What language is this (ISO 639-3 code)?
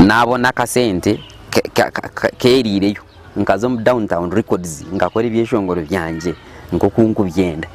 nyn